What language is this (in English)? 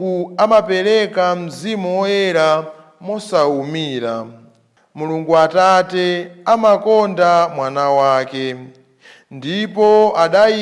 Nyanja